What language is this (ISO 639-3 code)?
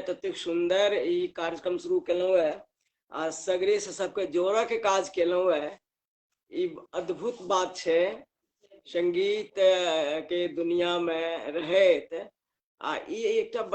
mai